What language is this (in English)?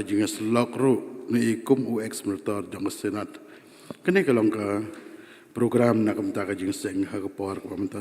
Khasi